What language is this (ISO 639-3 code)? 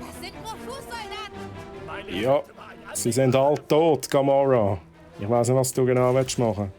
gsw